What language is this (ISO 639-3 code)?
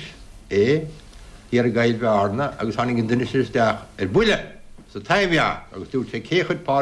gle